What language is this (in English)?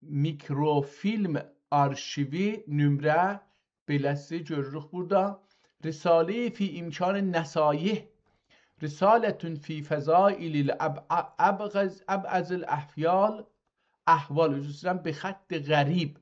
South Azerbaijani